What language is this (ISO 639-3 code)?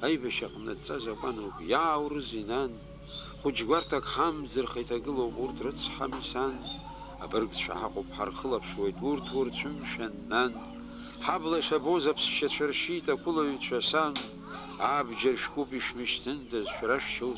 abk